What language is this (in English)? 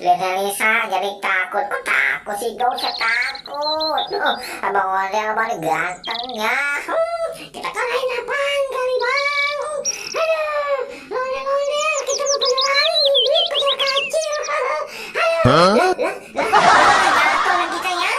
Betawi